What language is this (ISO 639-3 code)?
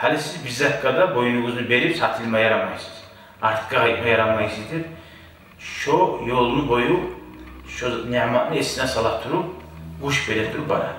kum